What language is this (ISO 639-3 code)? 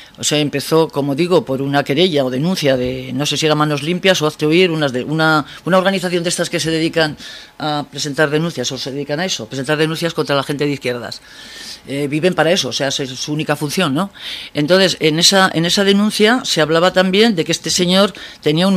spa